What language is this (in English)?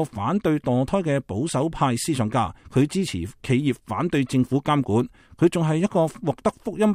Cantonese